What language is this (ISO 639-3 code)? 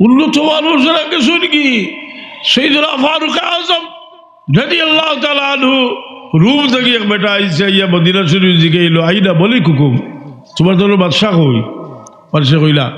syl